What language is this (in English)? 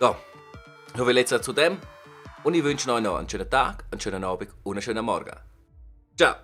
Swiss German